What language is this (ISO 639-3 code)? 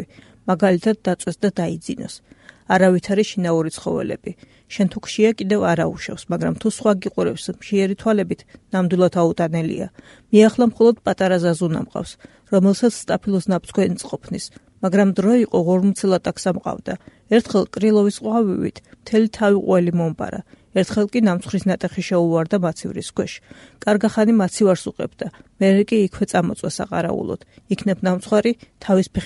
kat